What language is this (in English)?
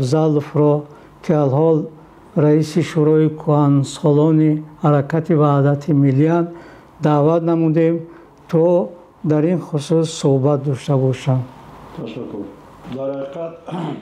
Tajik